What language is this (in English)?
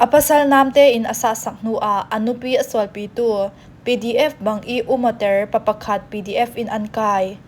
Falam Chin